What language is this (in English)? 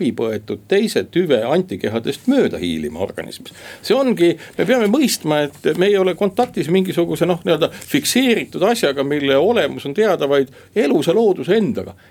Estonian